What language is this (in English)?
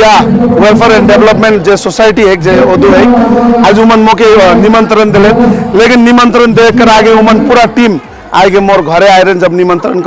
Sadri